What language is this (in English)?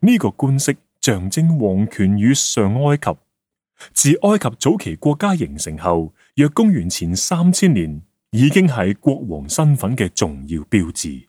Cantonese